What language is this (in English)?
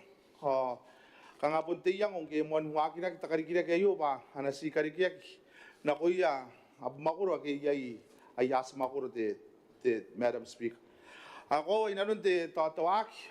Gilbertese